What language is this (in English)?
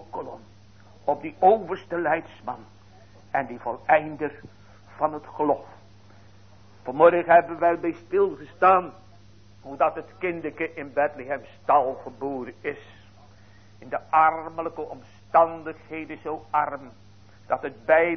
Dutch